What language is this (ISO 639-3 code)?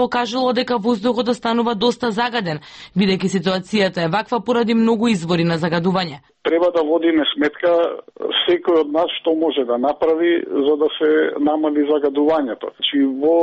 mkd